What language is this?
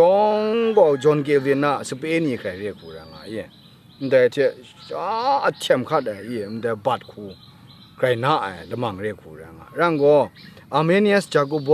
Kachin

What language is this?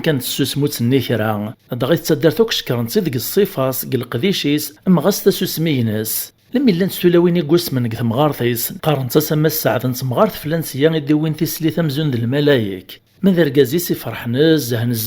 Kabyle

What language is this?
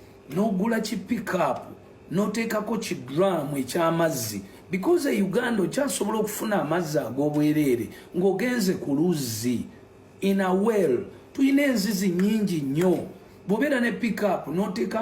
Ganda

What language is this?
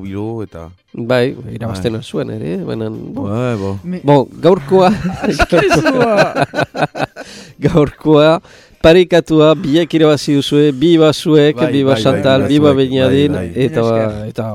Basque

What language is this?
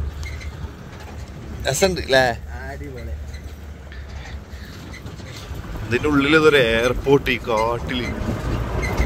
Malayalam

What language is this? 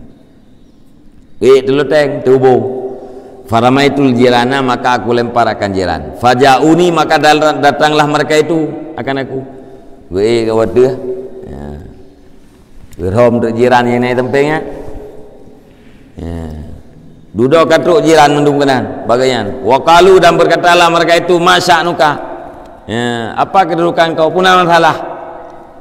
Malay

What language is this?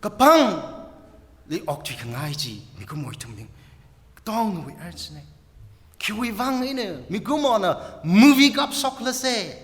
Tangkhul Naga (India)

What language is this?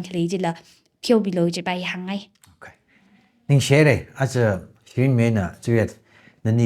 Tangkhul Naga (India)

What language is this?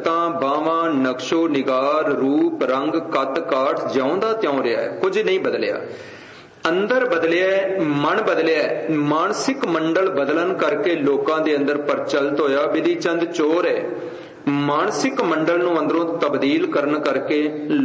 Punjabi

